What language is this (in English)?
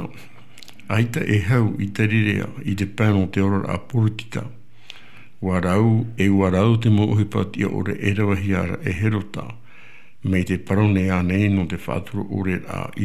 Tahitian